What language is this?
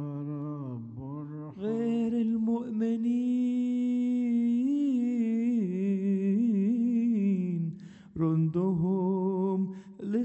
Arabic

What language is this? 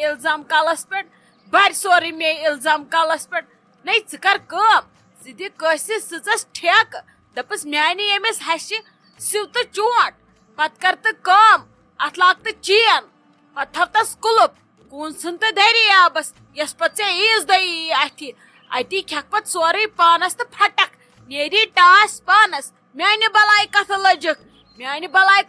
Kashmiri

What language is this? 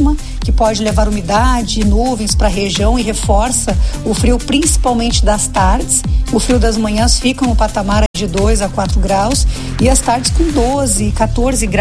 Portuguese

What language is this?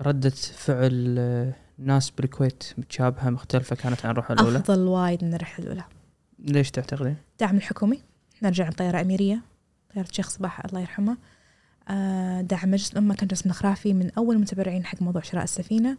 Gulf Arabic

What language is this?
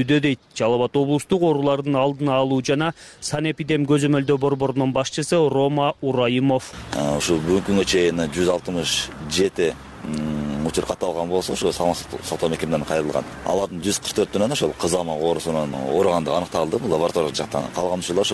Kyrgyz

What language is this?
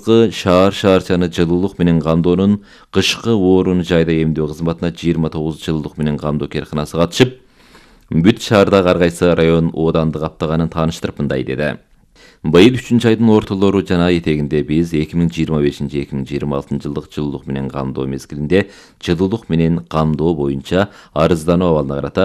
Kyrgyz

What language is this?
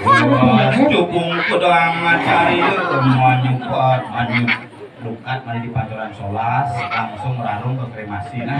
Balinese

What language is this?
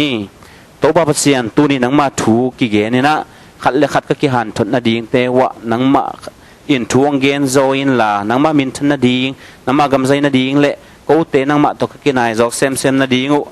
Tedim Chin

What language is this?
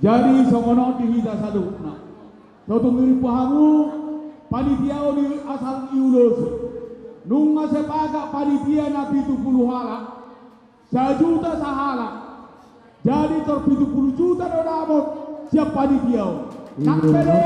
Batak Toba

